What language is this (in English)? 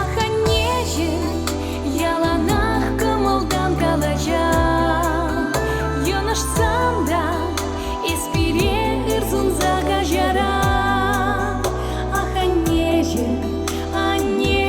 Chuvash